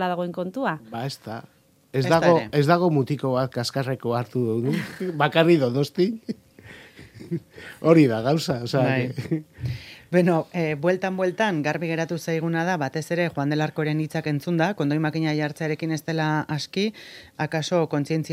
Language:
Basque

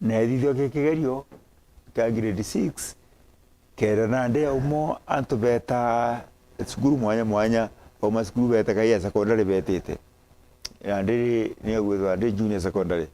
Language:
Meru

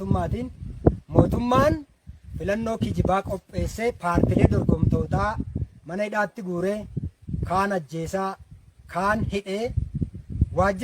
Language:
Oromo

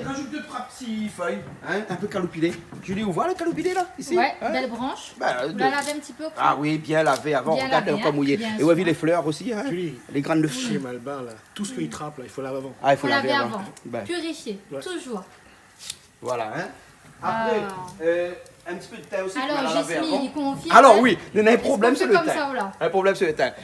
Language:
Réunion Creole French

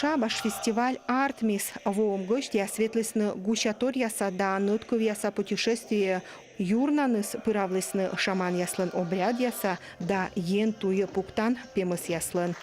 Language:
Komi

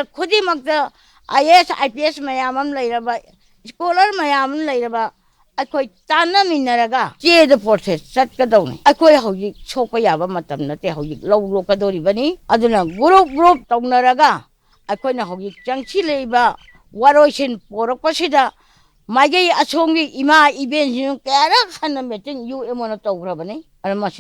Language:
Manipuri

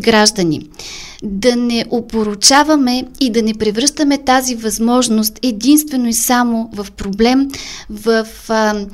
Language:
Bulgarian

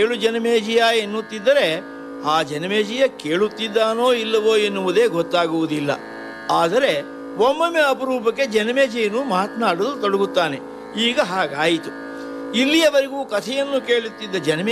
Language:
Kannada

